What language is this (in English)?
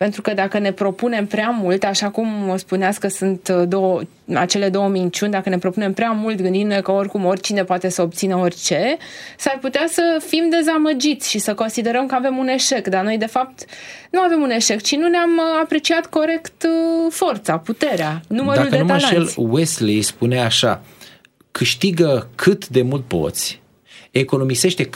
Romanian